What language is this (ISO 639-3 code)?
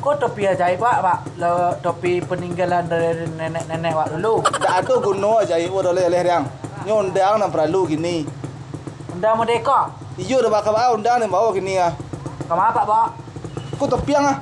min